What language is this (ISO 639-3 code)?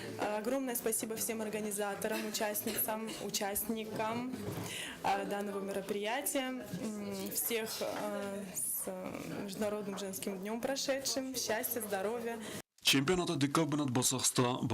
oss